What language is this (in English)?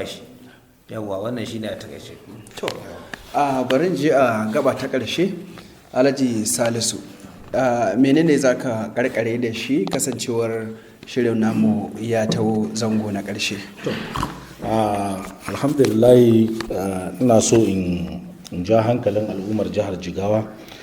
Hausa